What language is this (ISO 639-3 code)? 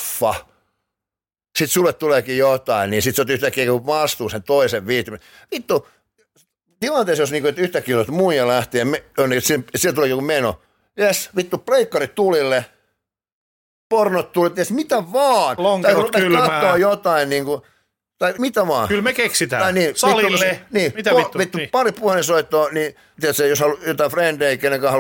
fin